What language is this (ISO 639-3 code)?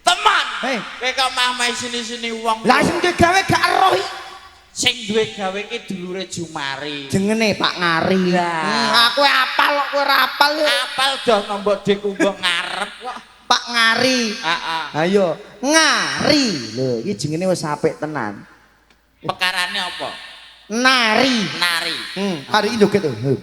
jav